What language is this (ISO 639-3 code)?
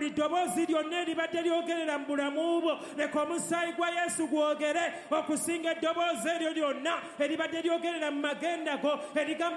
lug